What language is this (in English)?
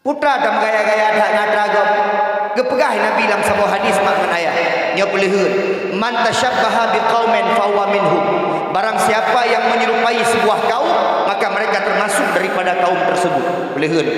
Achinese